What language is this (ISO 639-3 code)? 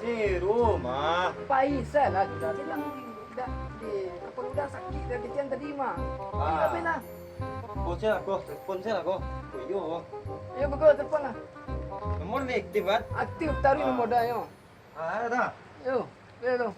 min